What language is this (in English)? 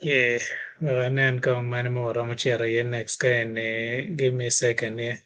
Acoli